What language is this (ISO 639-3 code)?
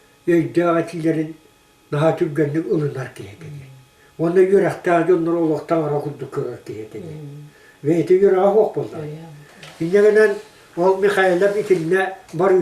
sah